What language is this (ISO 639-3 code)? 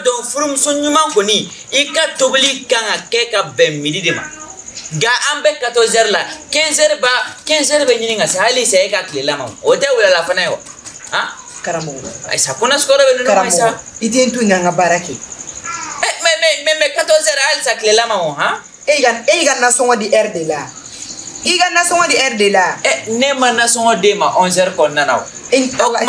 bam